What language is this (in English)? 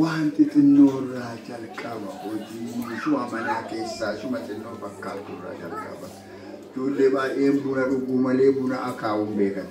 Oromo